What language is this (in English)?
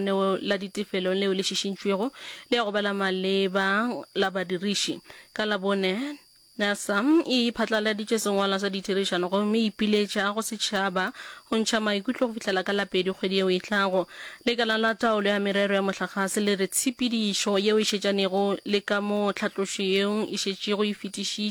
Northern Sotho